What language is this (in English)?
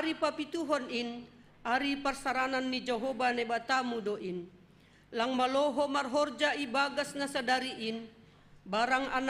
Batak Simalungun